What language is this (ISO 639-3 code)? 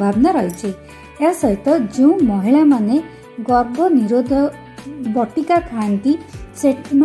ori